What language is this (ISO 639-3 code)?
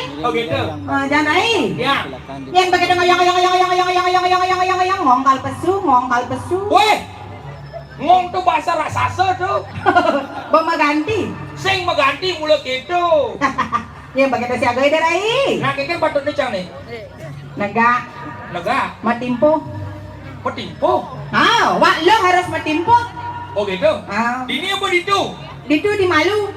ban